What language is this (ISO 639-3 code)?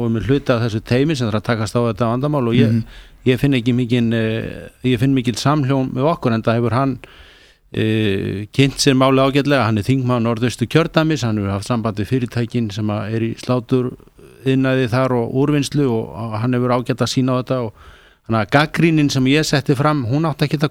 isl